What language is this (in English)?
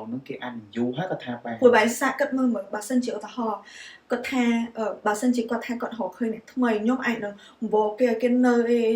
Khmer